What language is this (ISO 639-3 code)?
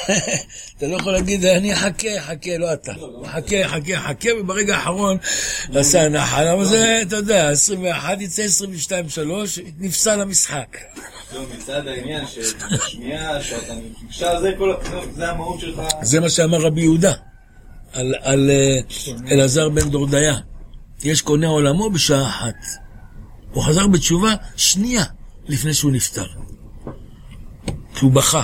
heb